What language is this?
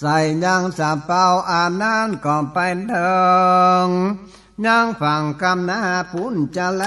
Northern Thai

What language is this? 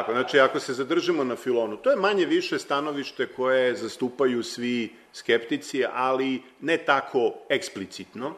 Serbian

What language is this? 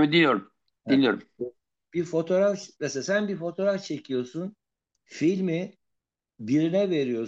Turkish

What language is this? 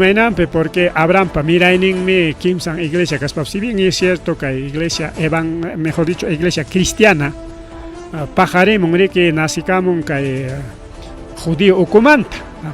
Ayacucho Quechua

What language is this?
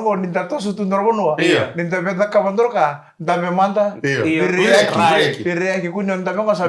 Fijian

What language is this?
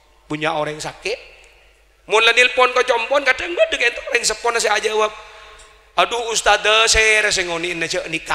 Madurese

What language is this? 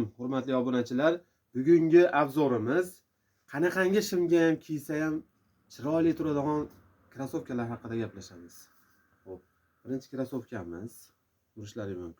Uzbek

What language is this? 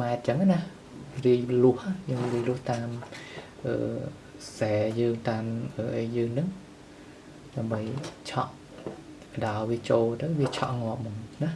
Khmer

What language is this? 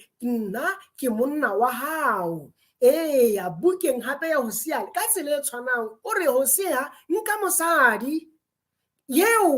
Southern Sotho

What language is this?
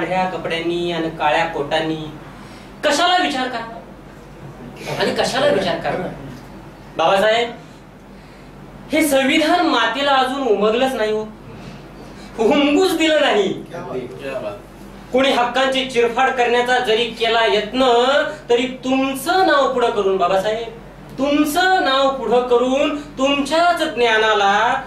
Marathi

